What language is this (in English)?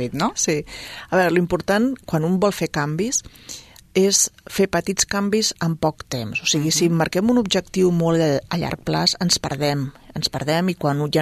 Catalan